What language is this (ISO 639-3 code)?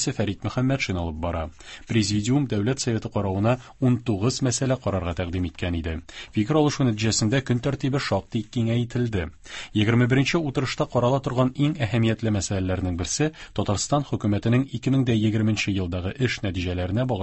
tat